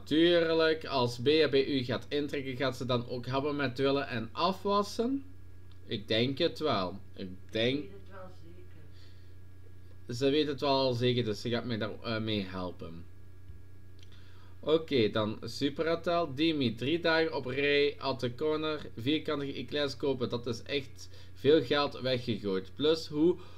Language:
Dutch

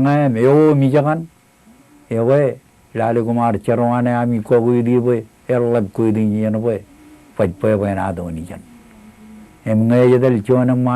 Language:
Marshallese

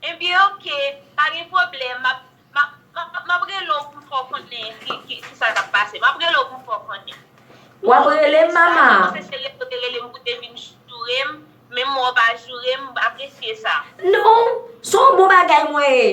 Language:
Haitian Creole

